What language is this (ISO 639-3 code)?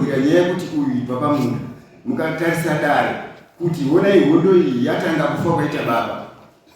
sna